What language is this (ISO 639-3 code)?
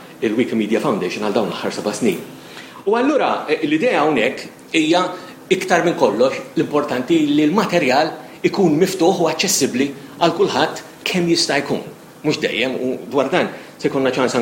mlt